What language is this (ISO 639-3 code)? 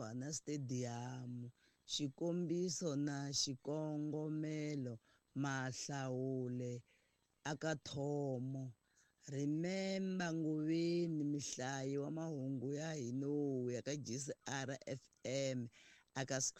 tso